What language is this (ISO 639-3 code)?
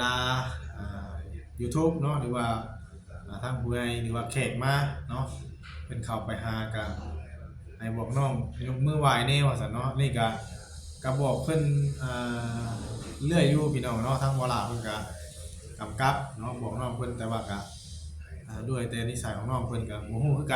tts